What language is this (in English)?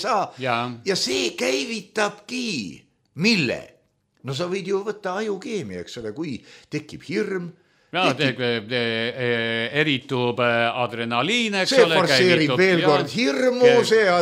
Estonian